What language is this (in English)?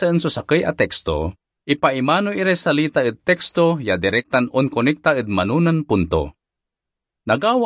Pangasinan